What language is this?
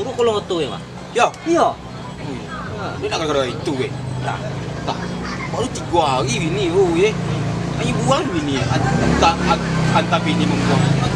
Minangkabau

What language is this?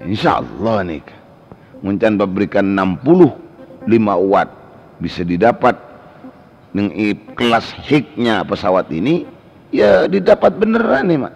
Madurese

